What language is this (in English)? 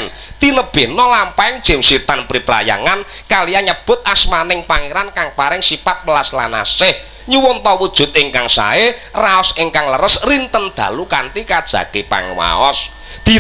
Javanese